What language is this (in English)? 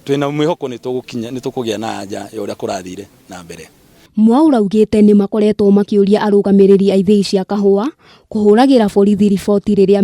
Kikuyu